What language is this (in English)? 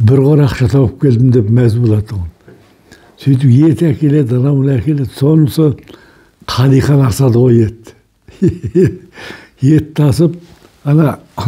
Kazakh